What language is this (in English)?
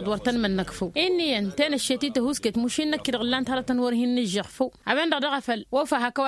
Tamasheq